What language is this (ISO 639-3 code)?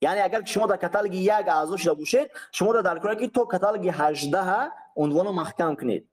tgk